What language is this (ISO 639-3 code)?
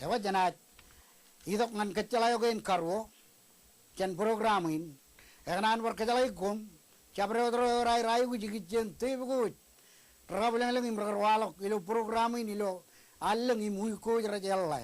mah